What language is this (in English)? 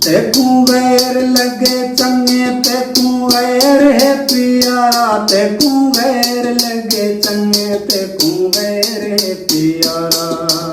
Saraiki